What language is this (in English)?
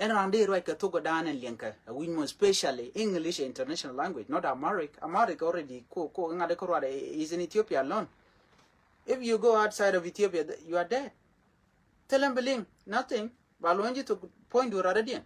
Nuer